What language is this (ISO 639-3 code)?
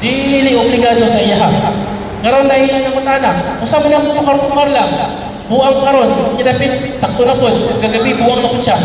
ceb